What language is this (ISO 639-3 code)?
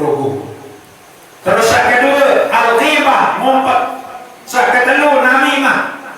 sas